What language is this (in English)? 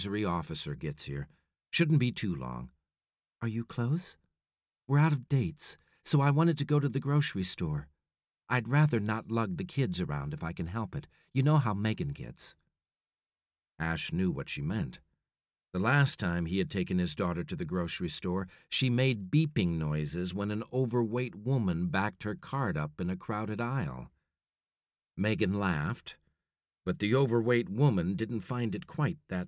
English